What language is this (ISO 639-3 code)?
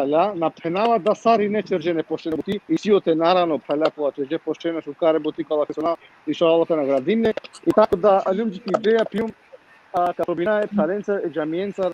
rmn